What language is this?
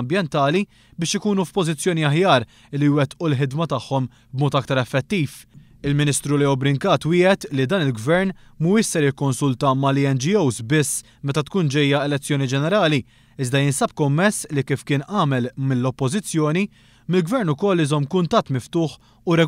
Maltese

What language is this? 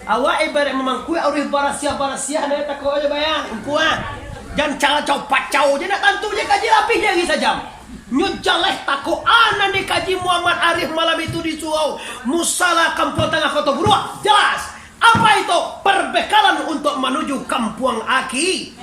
Minangkabau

